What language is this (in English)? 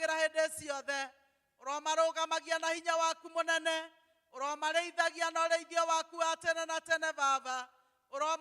Kikuyu